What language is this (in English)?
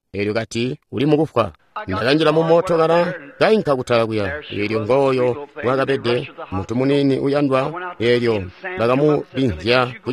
Tonga (Zambia)